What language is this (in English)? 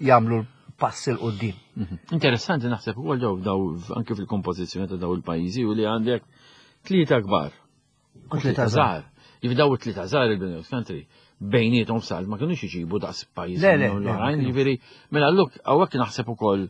Maltese